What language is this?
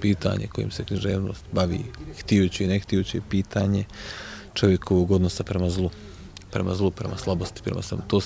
Bosnian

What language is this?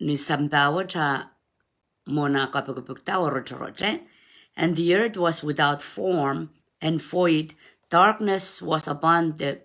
Pohnpeian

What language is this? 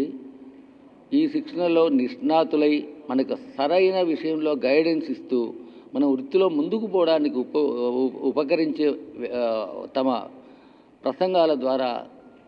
Telugu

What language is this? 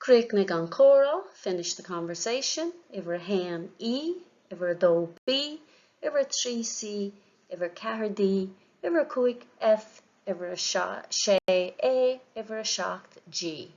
Irish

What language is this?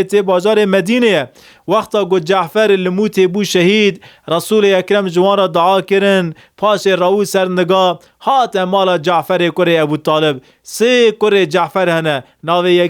Kurdish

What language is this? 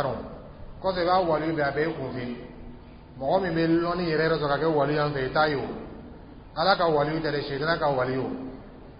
Dyula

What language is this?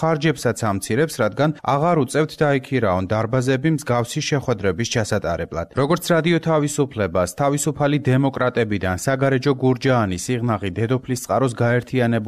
Georgian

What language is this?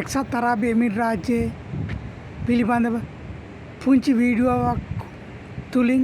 Sinhala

